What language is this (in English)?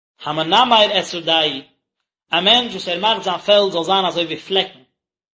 Yiddish